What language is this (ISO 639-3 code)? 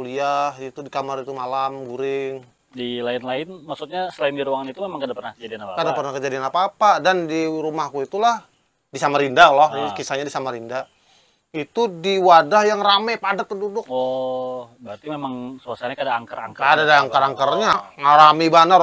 bjn